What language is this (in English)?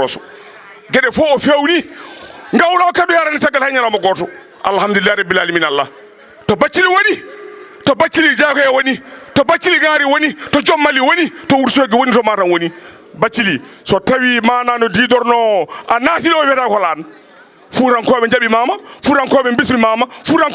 Fula